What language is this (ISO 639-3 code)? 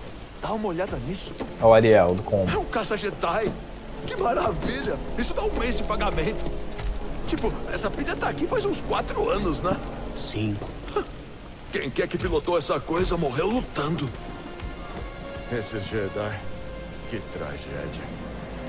por